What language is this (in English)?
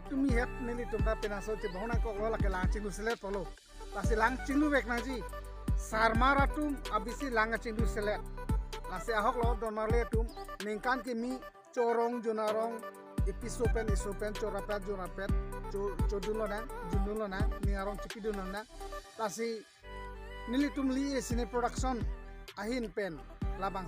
Karbi